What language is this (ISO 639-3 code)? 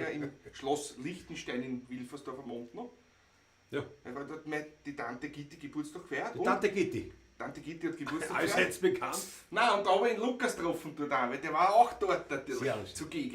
bar